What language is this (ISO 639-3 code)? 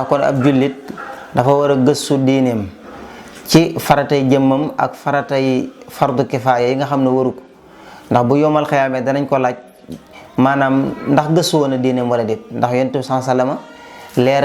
wol